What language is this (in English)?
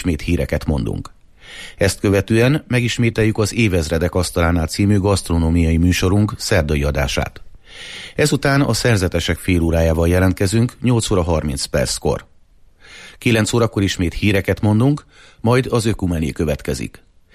Hungarian